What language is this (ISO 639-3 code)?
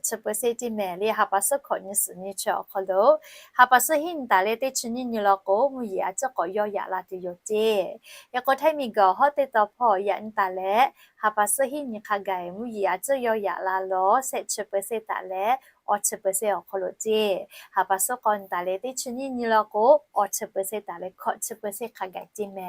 lhu